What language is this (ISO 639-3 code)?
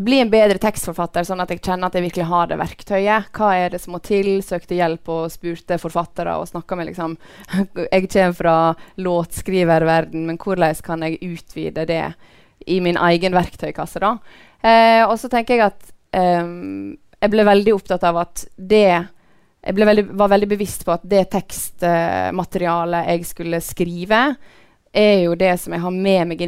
nor